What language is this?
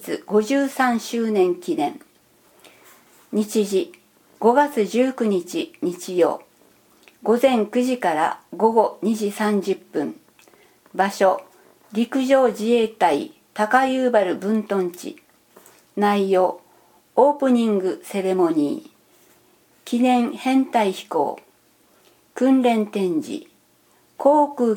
Japanese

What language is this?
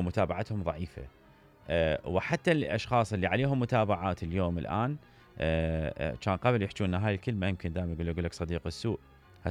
Mesopotamian Arabic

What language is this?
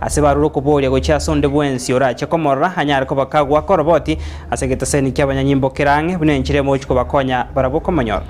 Gusii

